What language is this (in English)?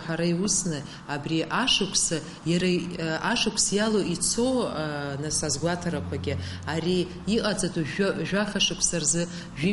Abkhazian